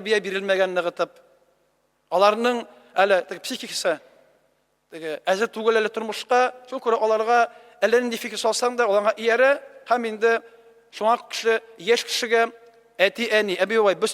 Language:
Tatar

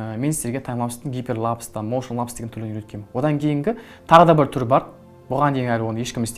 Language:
Kazakh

